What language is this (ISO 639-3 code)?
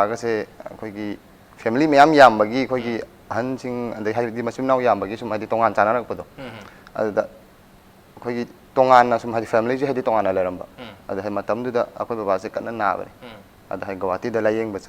mni